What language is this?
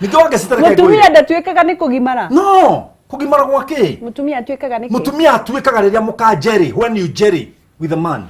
Kikuyu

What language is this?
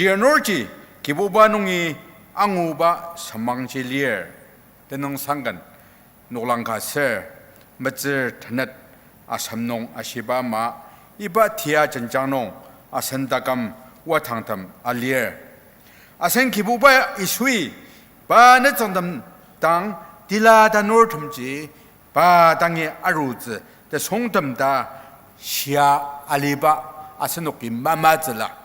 Ao Naga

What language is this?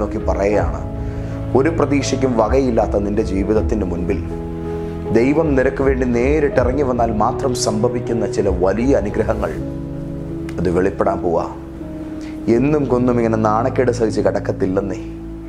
Malayalam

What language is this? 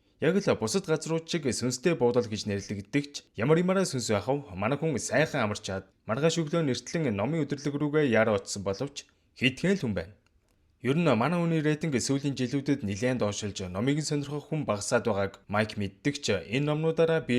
Mongolian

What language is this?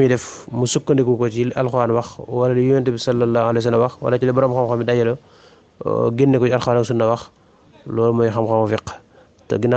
Wolof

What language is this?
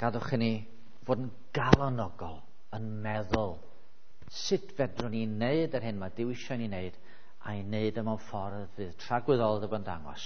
Welsh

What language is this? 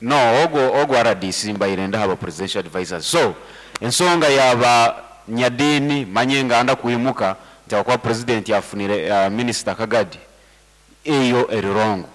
Nyankole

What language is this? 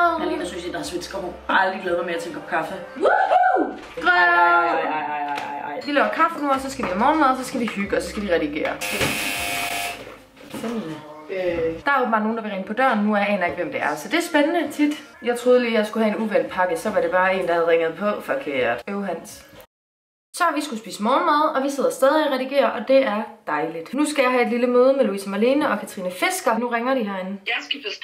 Danish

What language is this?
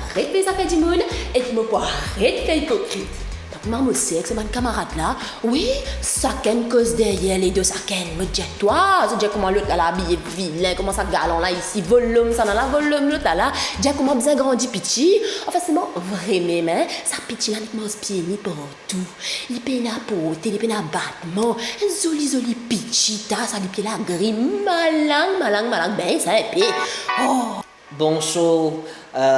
Morisyen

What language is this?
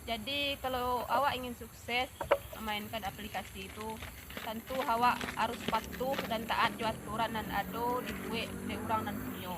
Minangkabau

